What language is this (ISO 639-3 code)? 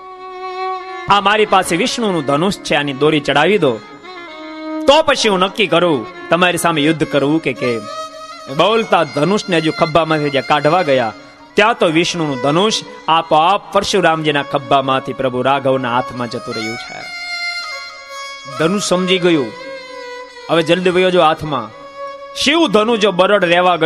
guj